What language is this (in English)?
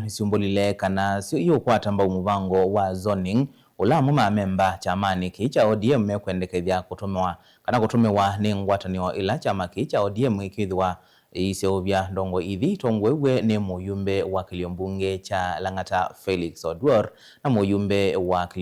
Kamba